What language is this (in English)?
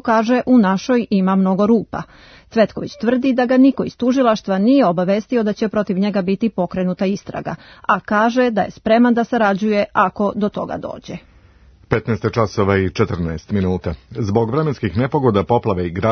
Serbian